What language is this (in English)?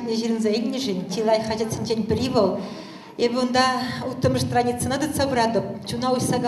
Chuvash